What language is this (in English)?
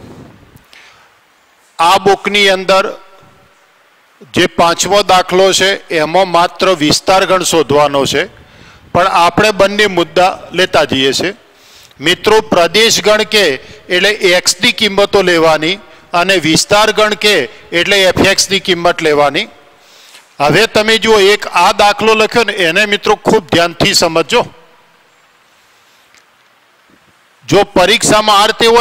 Gujarati